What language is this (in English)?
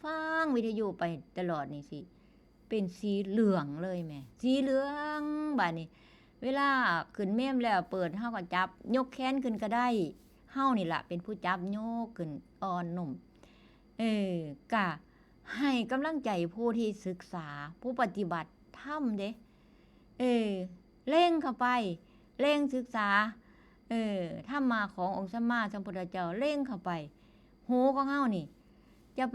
Northeastern Thai